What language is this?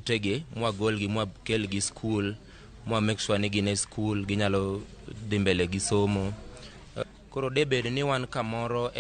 Luo (Kenya and Tanzania)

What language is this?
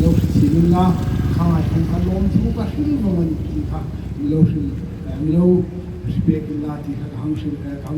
Hmar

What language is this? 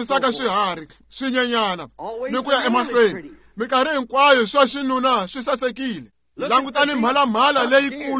Tsonga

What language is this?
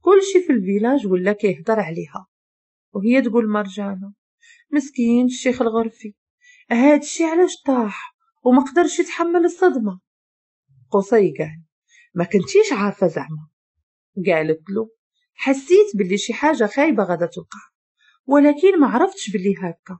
Moroccan Arabic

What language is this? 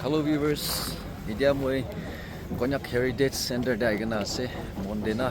Naga Pidgin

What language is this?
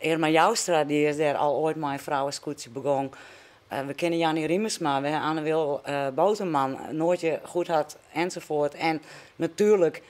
Western Frisian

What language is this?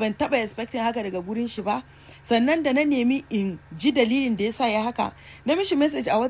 Hausa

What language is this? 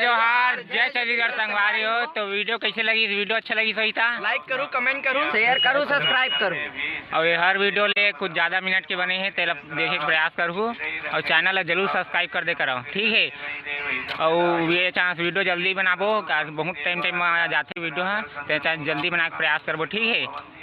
Chhattisgarhi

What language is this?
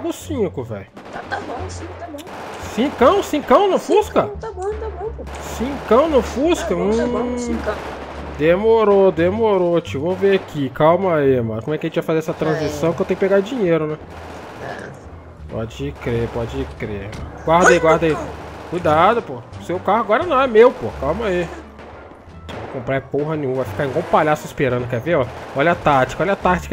Portuguese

